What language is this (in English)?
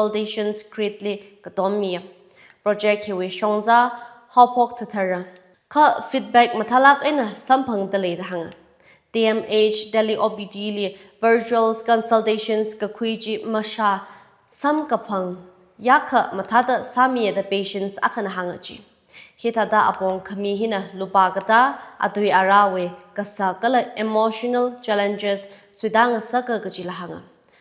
Tangkhul Naga (India)